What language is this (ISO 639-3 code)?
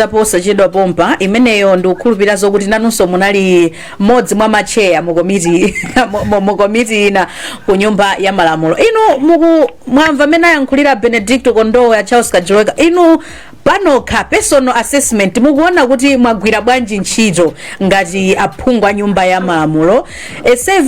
nya